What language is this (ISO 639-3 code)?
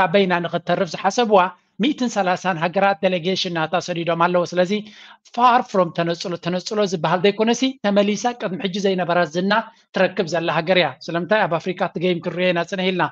tir